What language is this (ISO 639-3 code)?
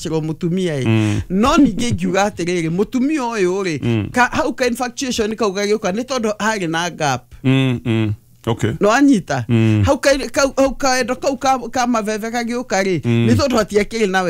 kik